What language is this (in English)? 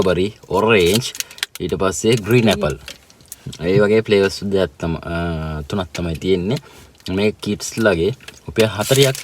Sinhala